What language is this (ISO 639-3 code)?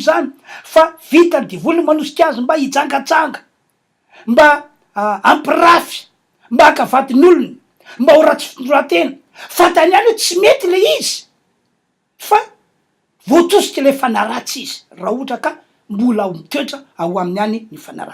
mlg